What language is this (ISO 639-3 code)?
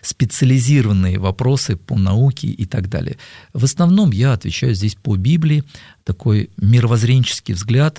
rus